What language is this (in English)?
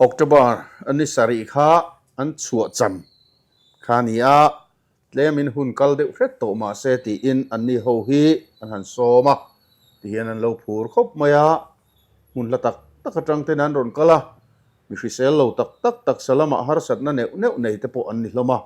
Mizo